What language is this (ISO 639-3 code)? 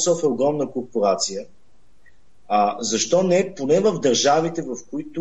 bul